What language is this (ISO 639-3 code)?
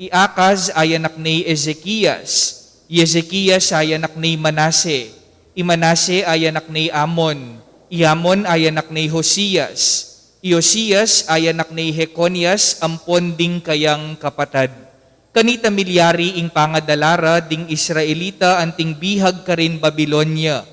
pam